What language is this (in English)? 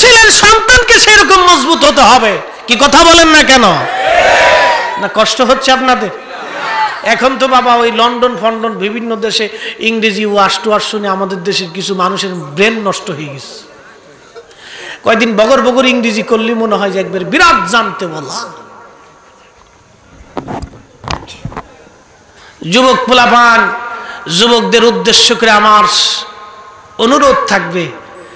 Bangla